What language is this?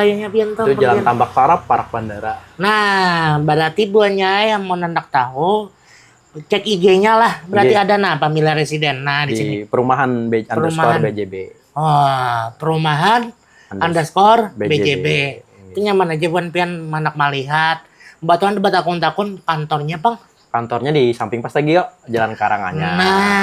Banjar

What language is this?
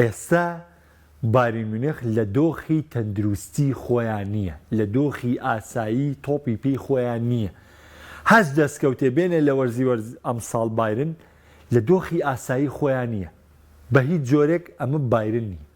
Central Kurdish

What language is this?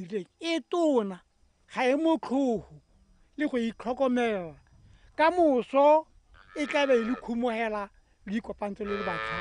Tswana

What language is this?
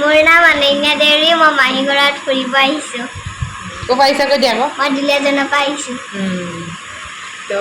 Assamese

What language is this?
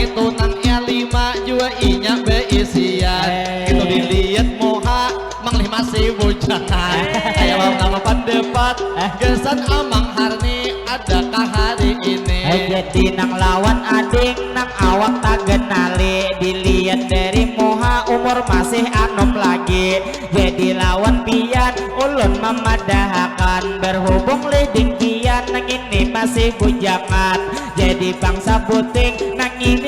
Banjar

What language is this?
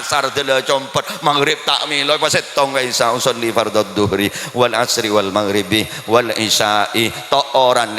Madurese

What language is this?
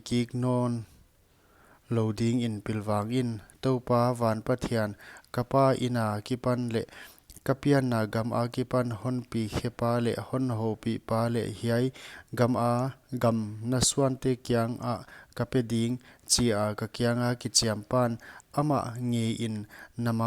Paite Chin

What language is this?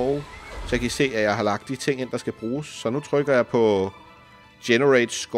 Danish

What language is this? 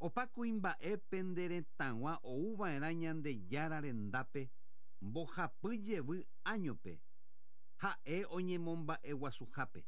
Guarani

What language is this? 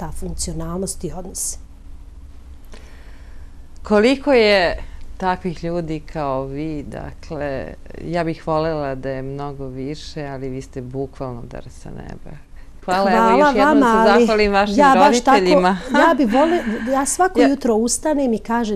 Serbian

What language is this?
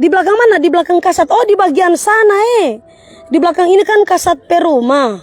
Manado Malay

